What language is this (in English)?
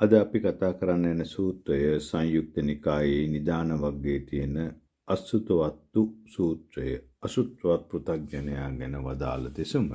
Sinhala